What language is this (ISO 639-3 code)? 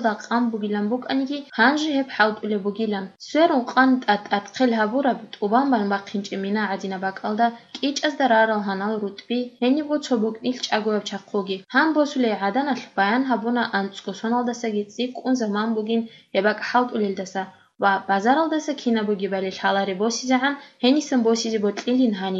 ava